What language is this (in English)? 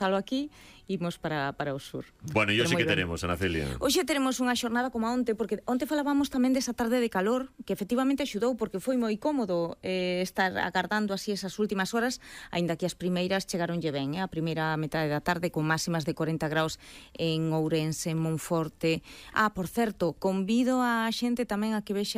Galician